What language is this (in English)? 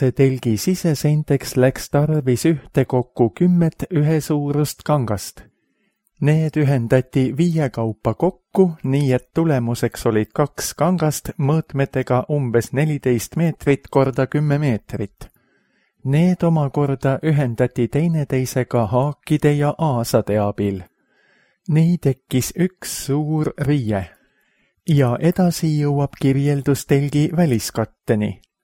Estonian